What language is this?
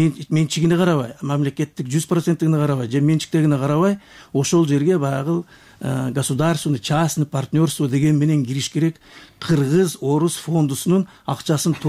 Kyrgyz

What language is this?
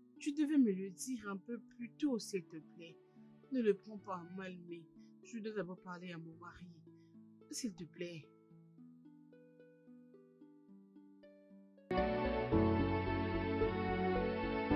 French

